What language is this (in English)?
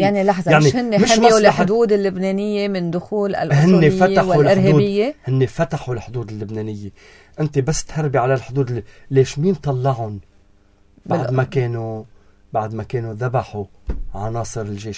North Levantine Arabic